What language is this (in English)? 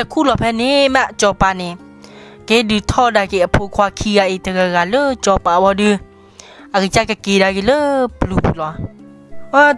S'gaw Karen